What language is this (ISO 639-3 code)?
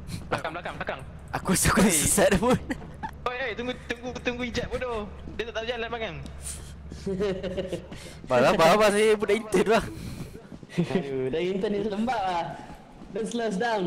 msa